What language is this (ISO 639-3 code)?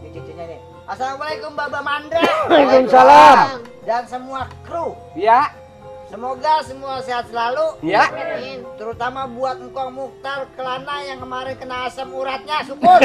bew